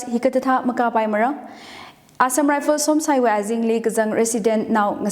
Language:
Tangkhul Naga (India)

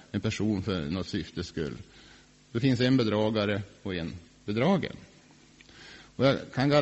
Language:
Swedish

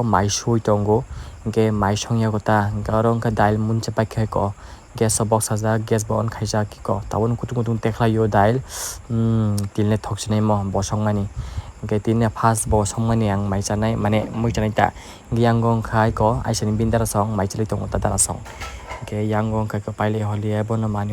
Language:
Kok Borok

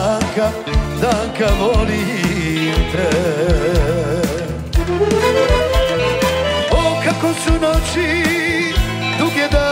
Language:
Croatian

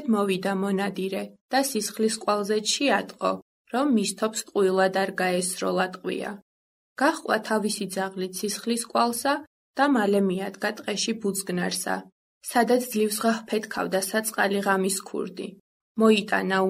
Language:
Georgian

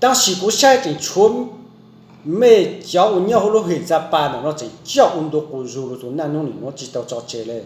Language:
Hmong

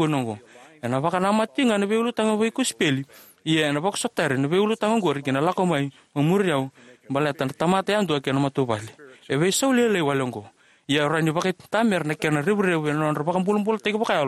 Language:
Fijian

